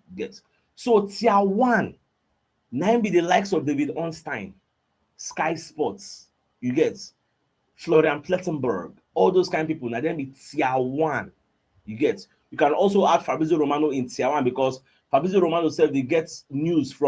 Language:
Nigerian Pidgin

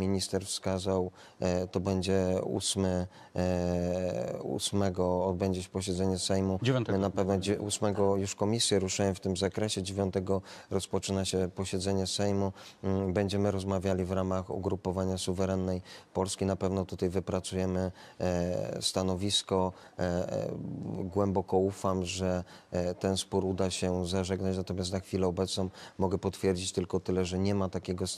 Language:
Polish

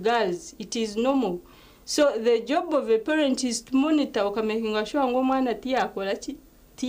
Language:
Nyankole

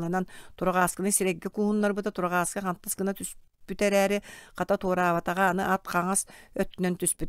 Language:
Yakut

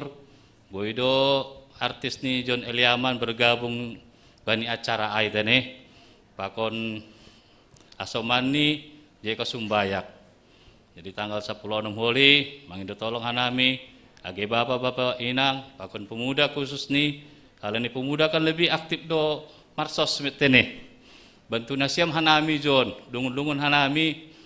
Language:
Batak Simalungun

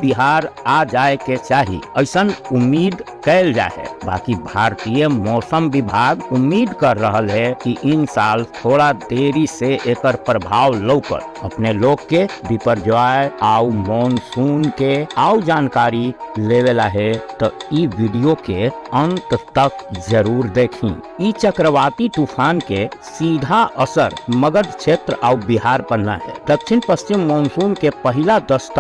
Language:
Magahi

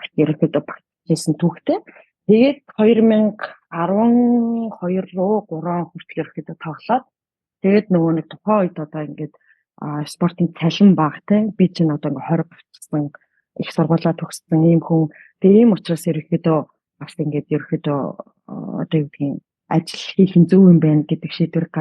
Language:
Mongolian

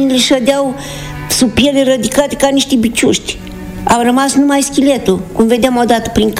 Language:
Romanian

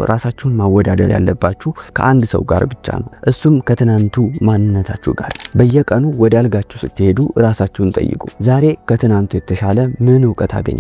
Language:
Amharic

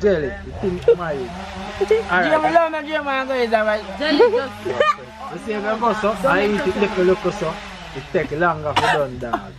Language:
Jamaican Creole English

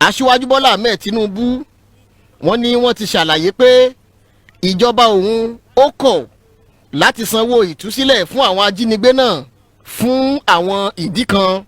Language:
Yoruba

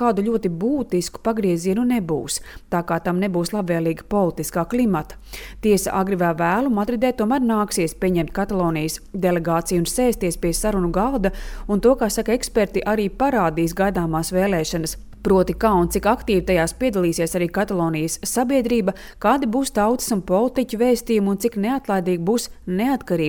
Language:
Latvian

